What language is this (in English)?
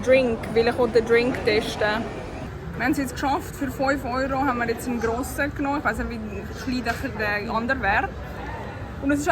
Swiss German